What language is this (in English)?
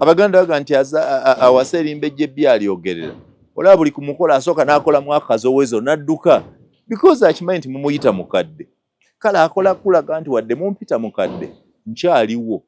Ganda